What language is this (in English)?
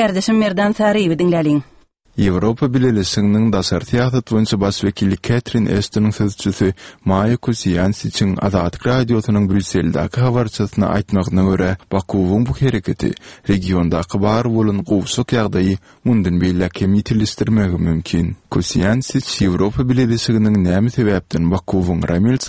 Turkmen